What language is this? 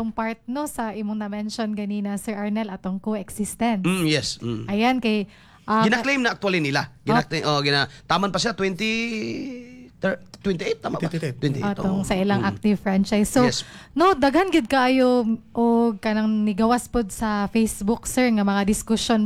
Cebuano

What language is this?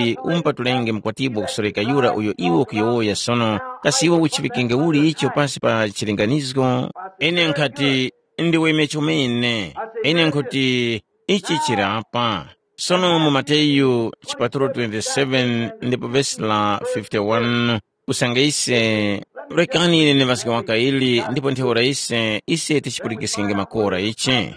Tumbuka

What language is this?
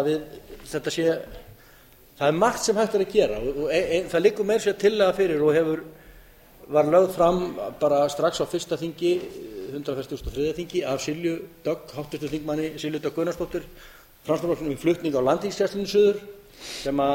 Icelandic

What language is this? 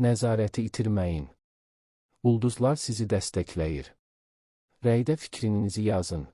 Azerbaijani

